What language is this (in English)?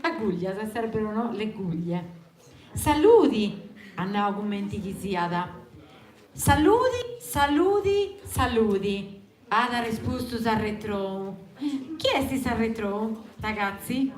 Sardinian